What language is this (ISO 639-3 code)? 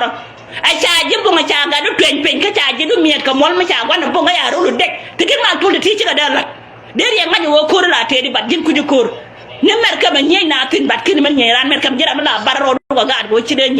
nus